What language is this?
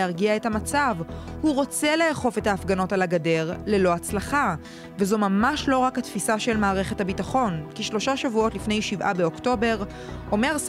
Hebrew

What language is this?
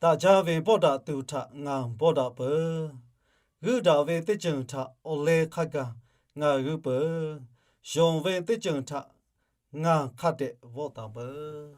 Lahu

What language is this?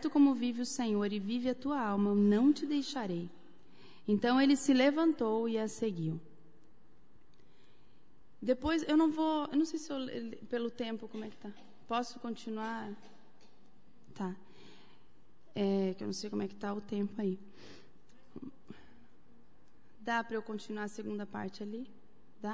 Portuguese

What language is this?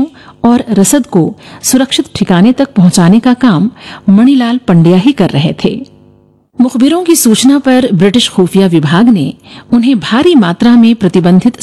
Hindi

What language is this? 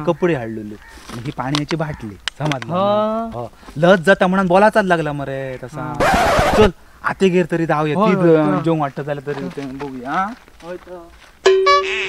Konkani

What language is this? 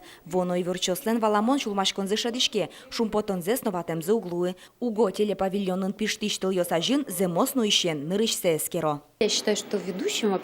Udmurt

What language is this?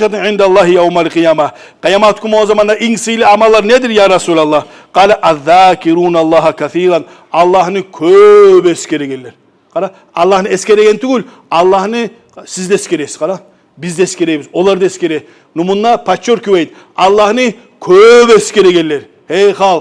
Kumyk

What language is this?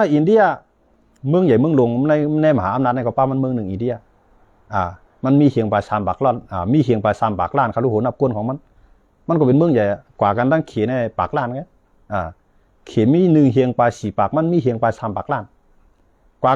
Shan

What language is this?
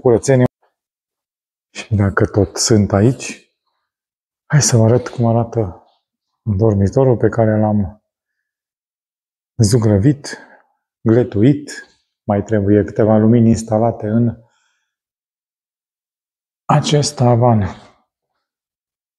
Romanian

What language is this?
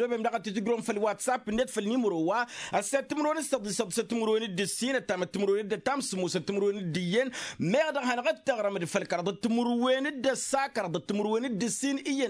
Tamasheq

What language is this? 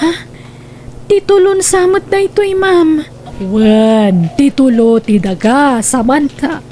Iloko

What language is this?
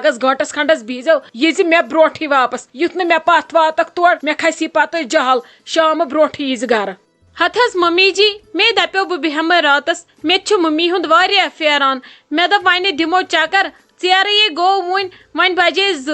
Kashmiri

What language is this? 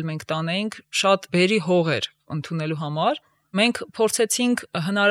Armenian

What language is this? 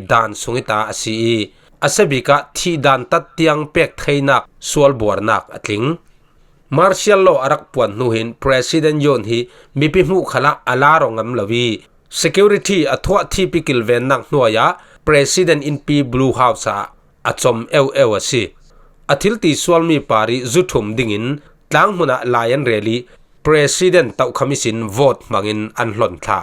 Falam Chin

